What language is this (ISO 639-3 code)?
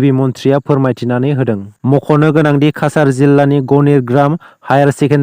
brx